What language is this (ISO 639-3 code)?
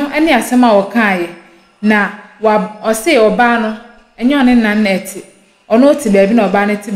aka